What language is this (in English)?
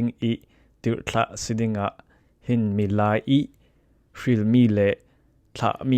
Falam Chin